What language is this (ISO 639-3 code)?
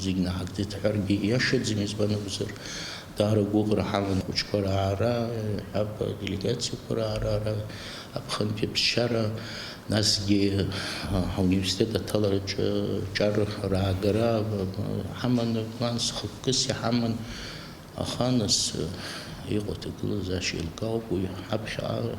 abk